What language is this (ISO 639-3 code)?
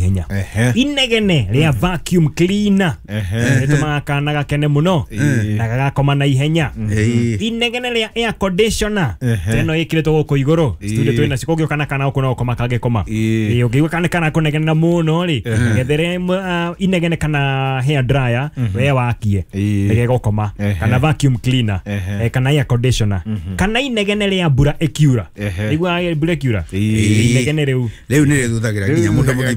kik